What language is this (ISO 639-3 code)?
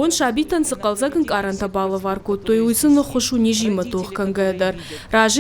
oss